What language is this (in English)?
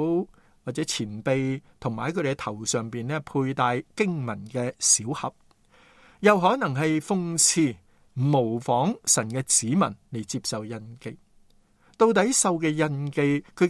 Cantonese